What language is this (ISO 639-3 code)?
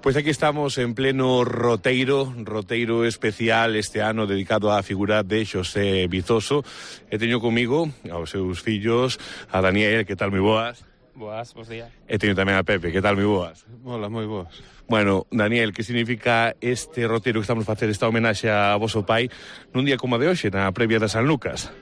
glg